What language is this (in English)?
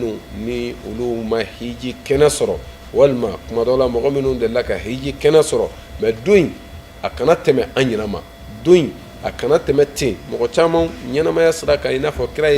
Bambara